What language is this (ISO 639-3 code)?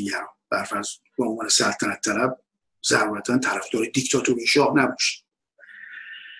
fas